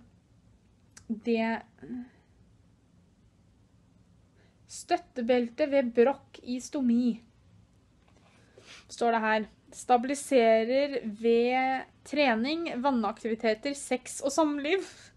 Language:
Norwegian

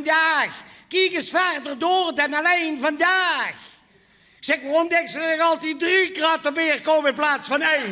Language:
Limburgish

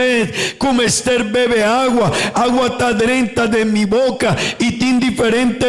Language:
Papiamento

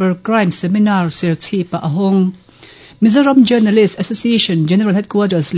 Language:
Mizo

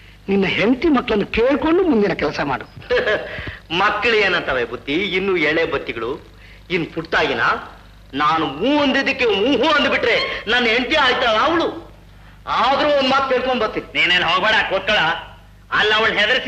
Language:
Kannada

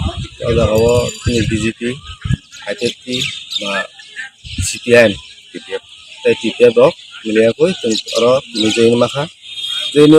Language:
Kok Borok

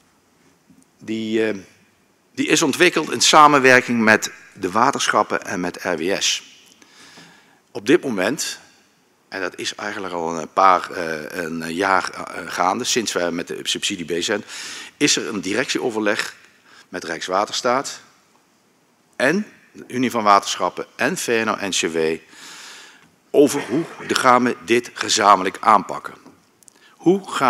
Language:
Dutch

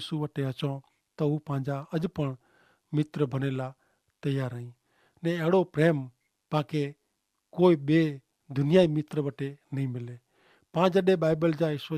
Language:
Kachhi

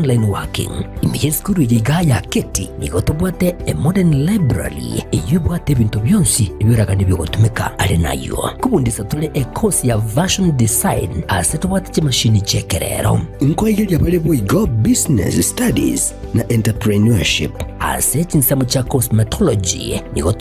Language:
Gusii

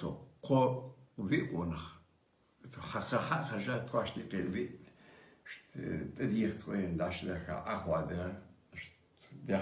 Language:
Ingush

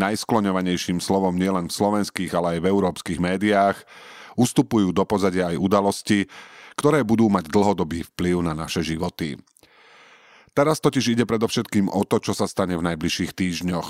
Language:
Slovak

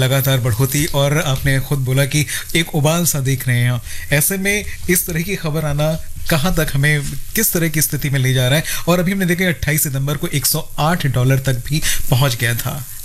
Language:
Hindi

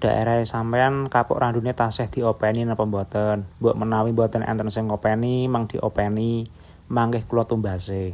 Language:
Javanese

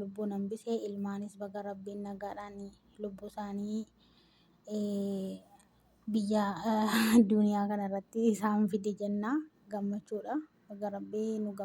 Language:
Oromo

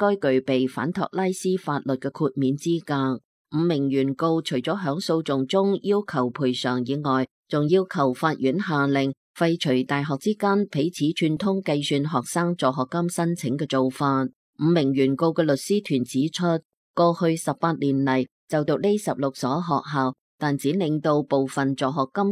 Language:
Cantonese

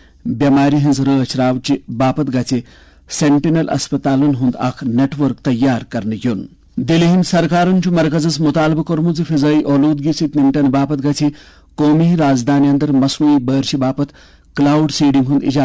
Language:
Kashmiri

